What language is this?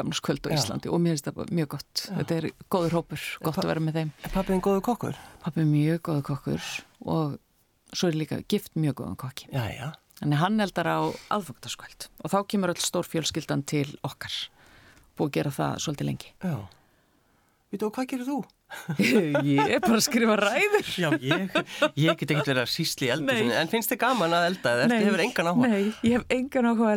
Icelandic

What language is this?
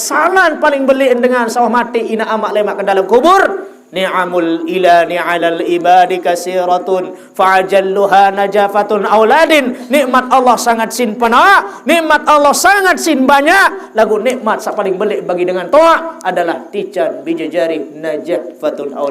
Sasak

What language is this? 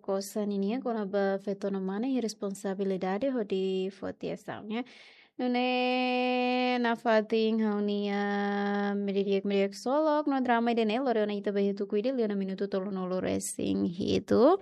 Tetum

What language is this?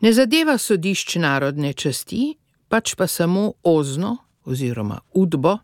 Slovenian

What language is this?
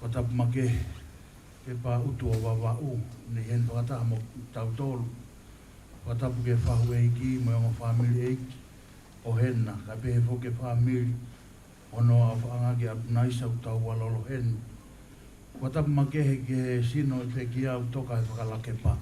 Tongan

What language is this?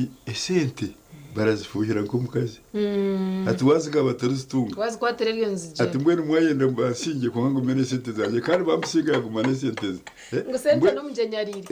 Nyankole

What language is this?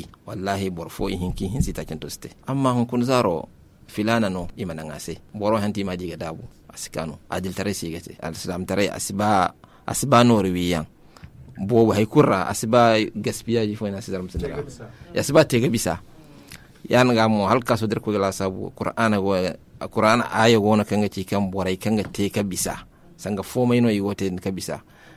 Zarma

